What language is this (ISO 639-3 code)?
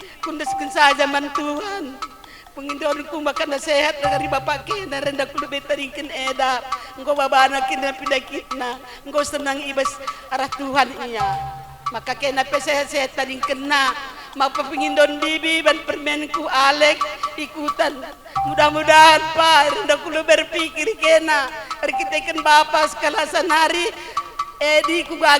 btx